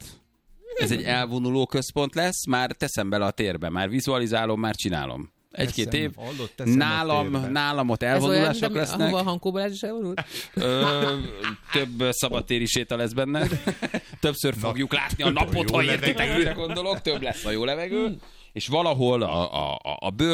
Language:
Hungarian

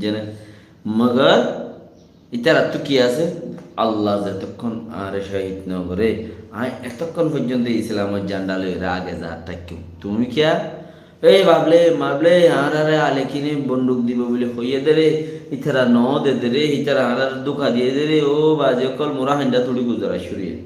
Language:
Rohingya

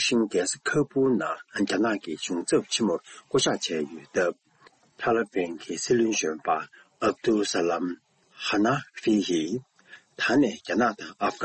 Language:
Tibetan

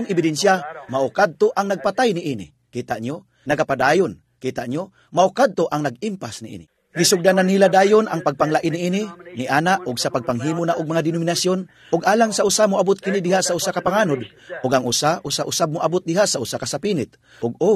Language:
Cebuano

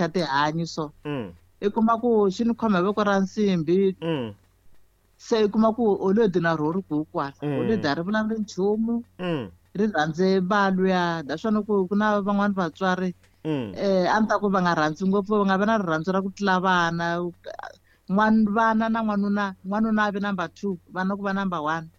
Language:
Tsonga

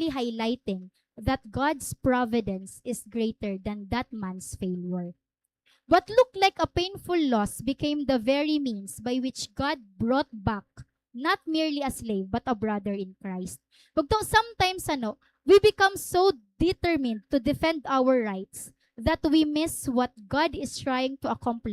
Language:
Waray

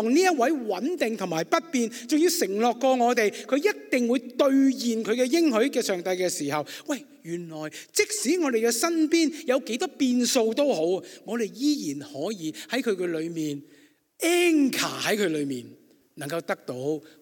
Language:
Cantonese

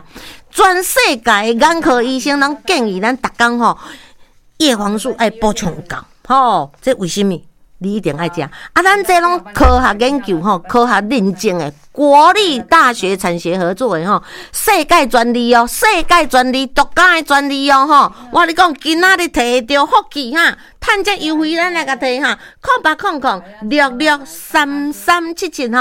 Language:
Min Nan Chinese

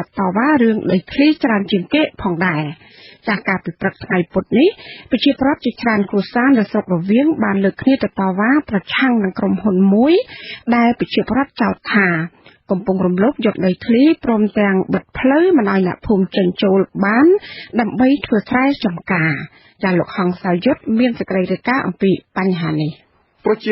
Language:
Khmer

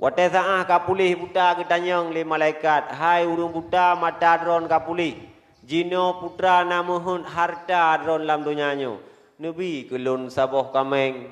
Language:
Achinese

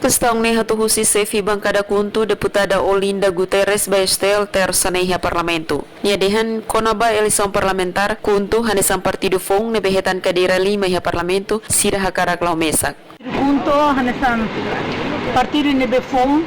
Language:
Tetum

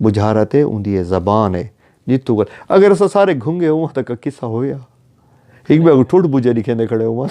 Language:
Saraiki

